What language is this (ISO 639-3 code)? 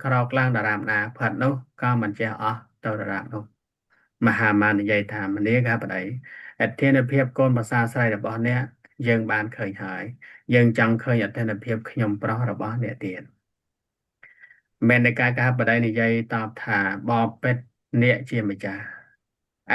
khm